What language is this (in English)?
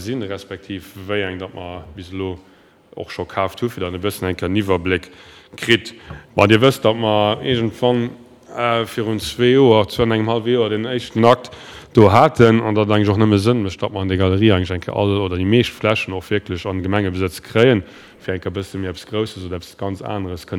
Luxembourgish